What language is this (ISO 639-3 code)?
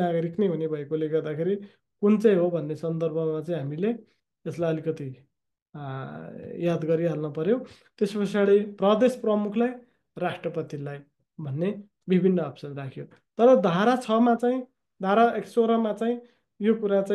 nep